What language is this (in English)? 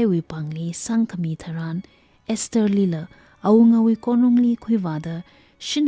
Tangkhul Naga (India)